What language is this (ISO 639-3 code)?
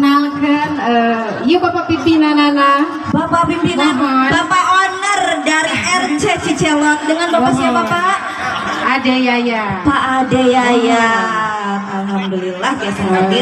sun